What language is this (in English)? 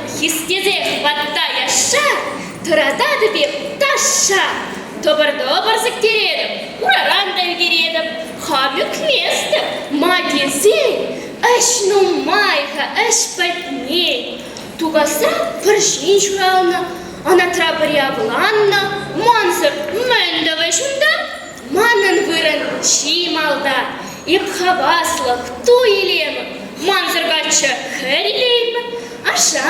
Chuvash